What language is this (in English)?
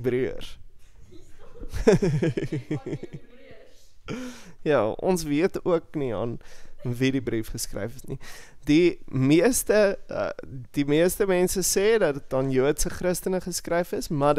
Afrikaans